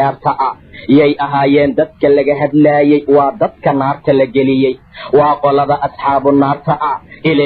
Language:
Somali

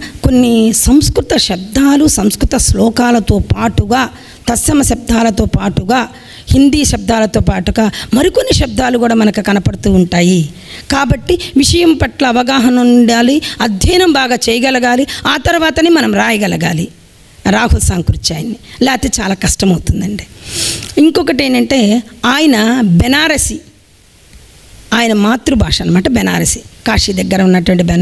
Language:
Telugu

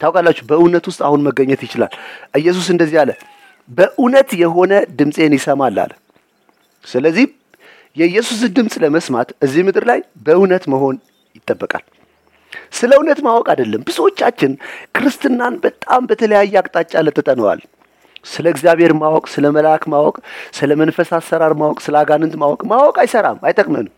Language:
Amharic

